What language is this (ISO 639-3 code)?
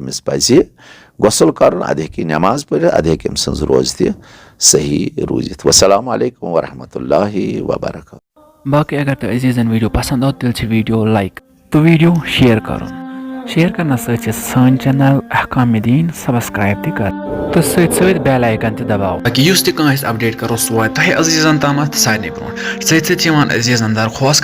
kas